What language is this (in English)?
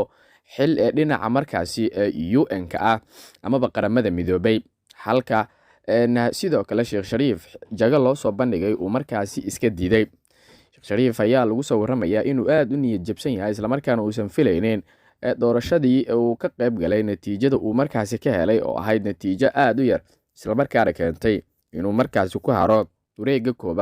Somali